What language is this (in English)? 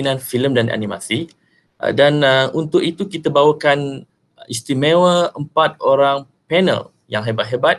Malay